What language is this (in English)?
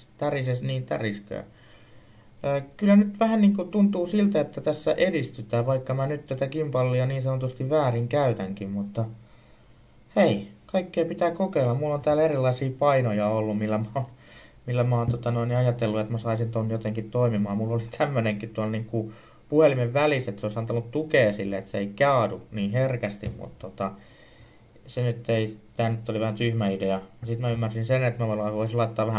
Finnish